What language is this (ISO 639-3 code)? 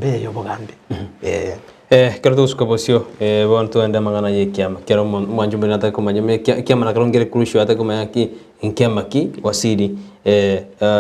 guz